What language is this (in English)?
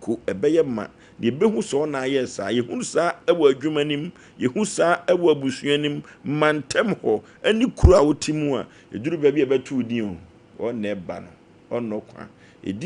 Akan